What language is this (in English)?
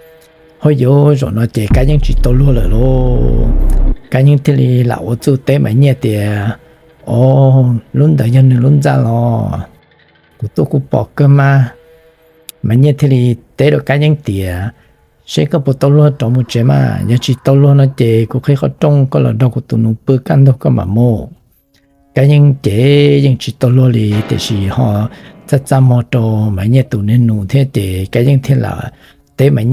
Hmong